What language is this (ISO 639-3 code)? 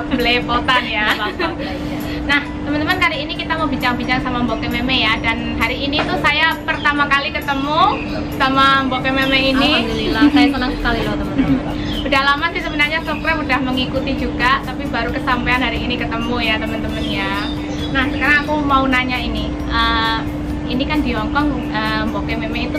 ind